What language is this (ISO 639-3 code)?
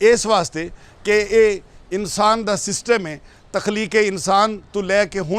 lah